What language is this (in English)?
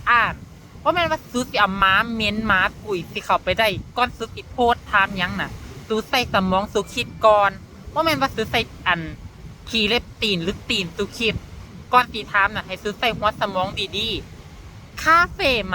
Lao